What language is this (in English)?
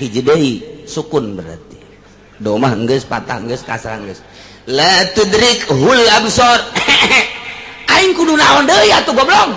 Sundanese